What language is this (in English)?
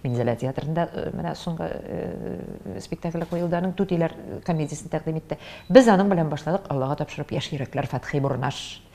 Tatar